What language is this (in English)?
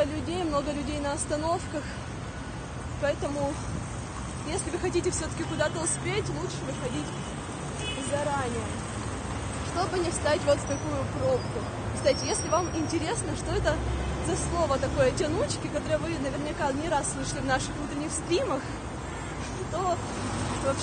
Russian